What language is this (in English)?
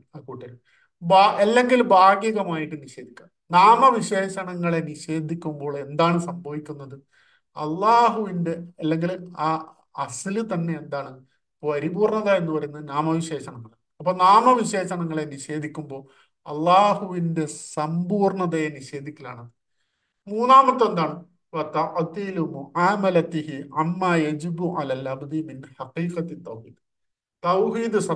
Malayalam